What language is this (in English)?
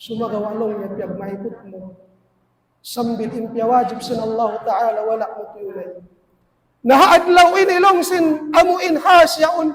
Tausug